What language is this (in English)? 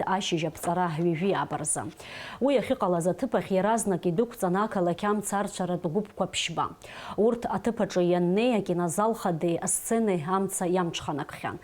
Abkhazian